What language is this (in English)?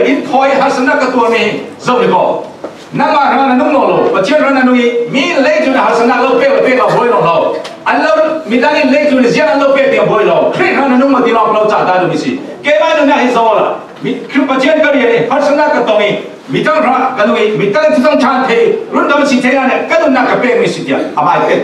Falam Chin